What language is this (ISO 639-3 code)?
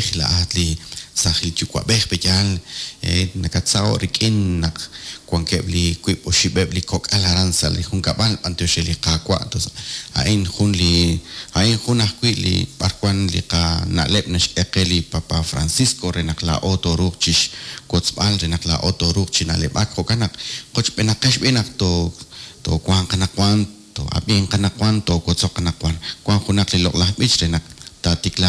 kek